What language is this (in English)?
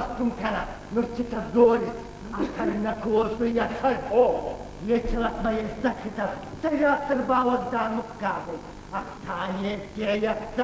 Ossetic